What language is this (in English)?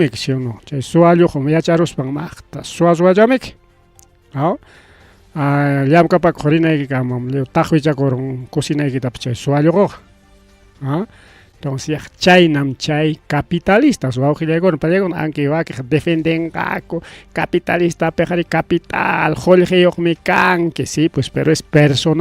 Ayacucho Quechua